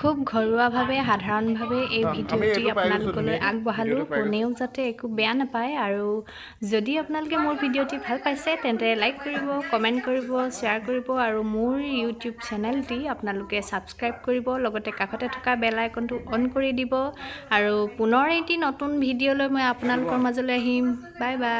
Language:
Assamese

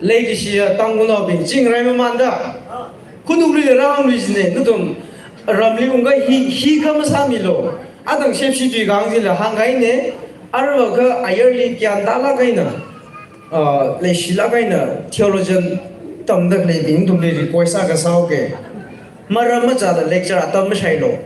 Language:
Tangkhul Naga (India)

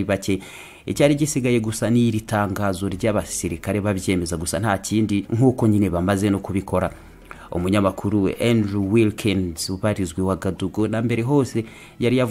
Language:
Kinyarwanda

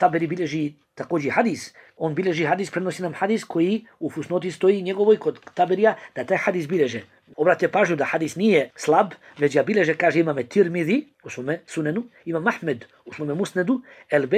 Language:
Bosnian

